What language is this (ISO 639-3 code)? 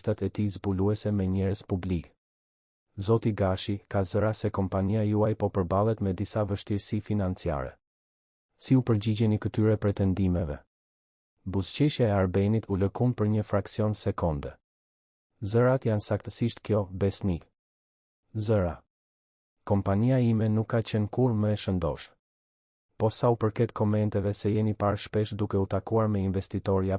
sqi